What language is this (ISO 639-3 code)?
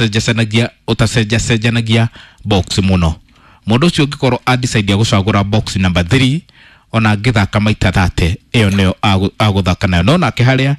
kik